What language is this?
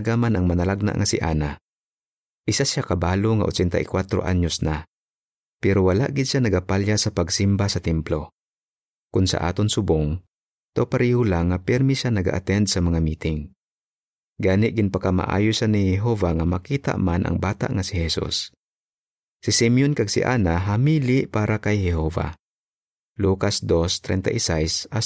Hiligaynon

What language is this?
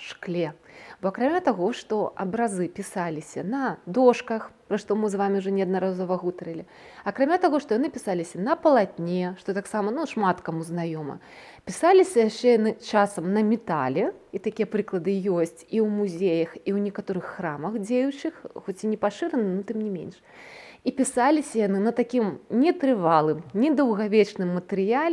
Belarusian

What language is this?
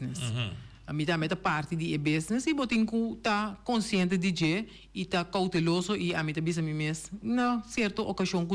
Papiamento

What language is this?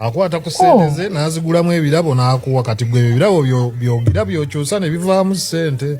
Ganda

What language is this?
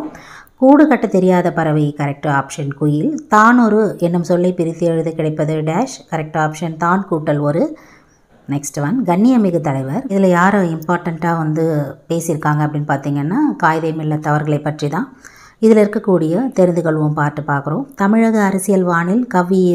Tamil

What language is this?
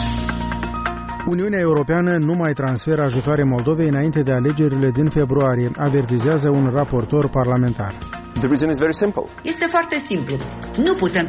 Romanian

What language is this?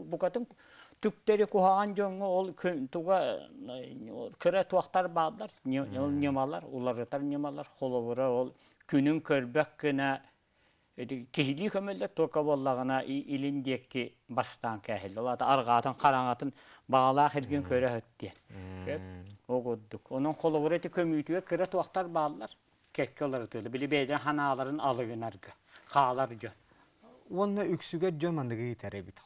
Yakut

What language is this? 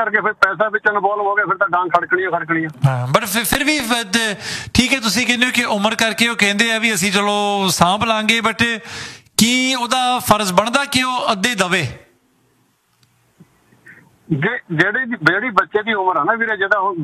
Punjabi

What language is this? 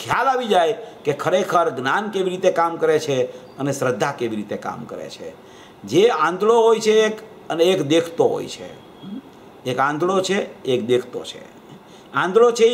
Gujarati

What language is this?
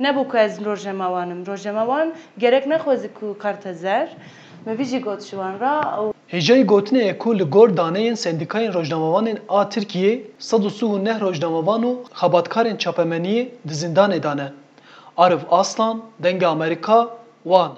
Kurdish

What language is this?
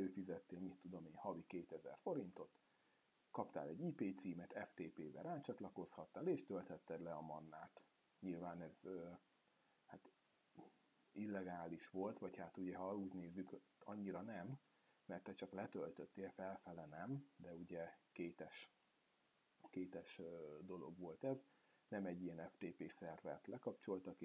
Hungarian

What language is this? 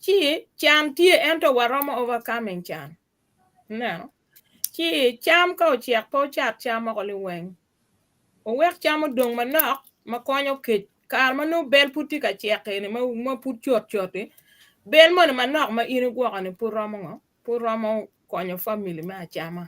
Acoli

